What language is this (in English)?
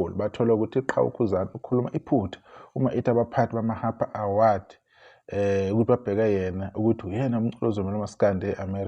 Zulu